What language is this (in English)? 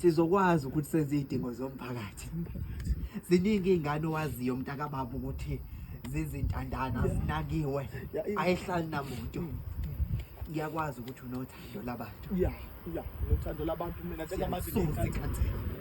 Zulu